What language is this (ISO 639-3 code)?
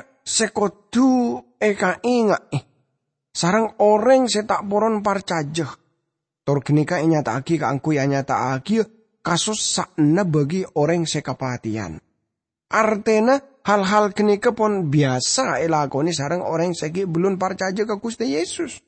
mad